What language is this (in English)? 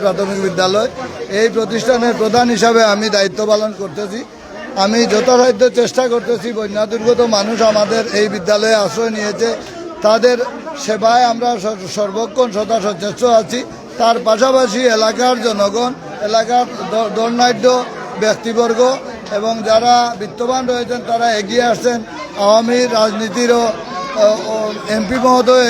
Sylheti